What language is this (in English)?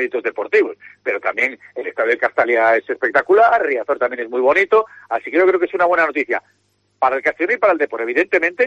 Spanish